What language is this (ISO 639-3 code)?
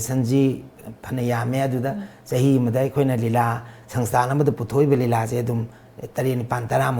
mni